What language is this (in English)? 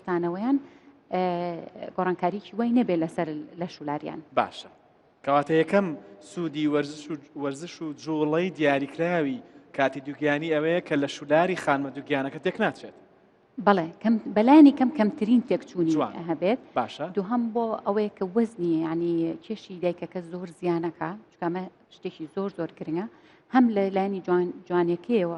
Central Kurdish